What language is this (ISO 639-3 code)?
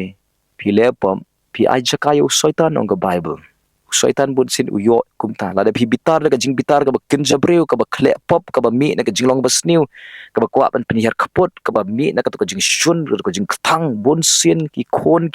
kha